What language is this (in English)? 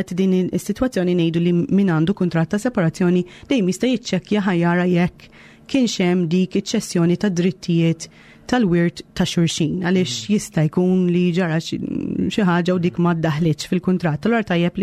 Maltese